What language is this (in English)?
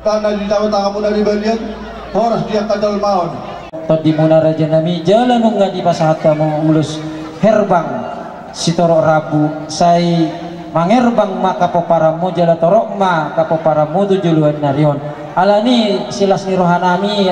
Batak Toba